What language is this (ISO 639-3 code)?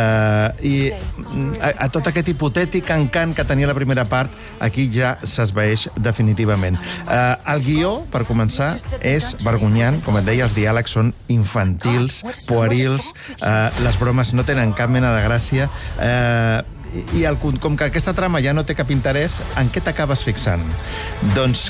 cat